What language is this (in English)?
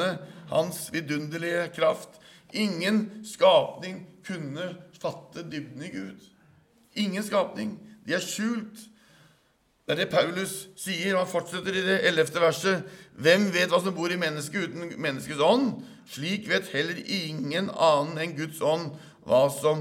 Norwegian